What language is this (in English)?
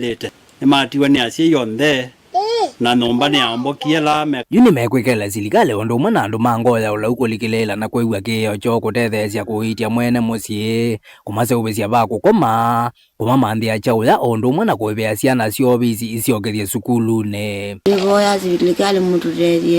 Kamba